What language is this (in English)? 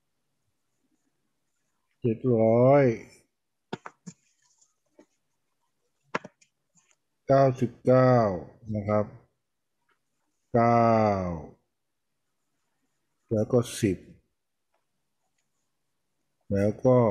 Thai